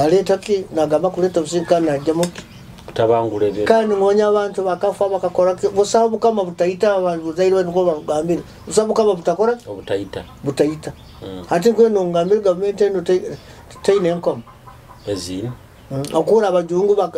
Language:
Nyoro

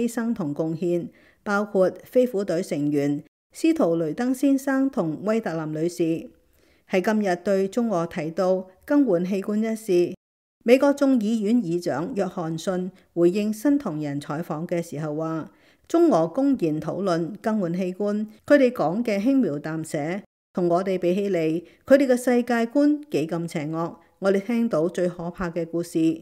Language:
Cantonese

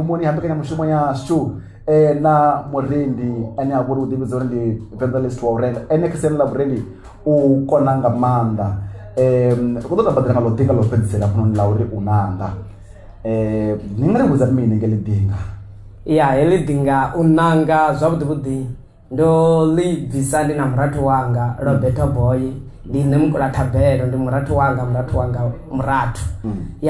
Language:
Venda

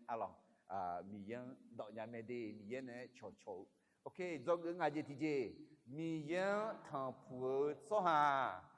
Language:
Akha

